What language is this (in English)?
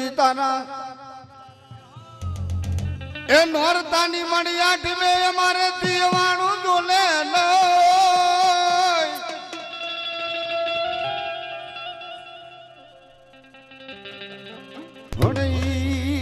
Gujarati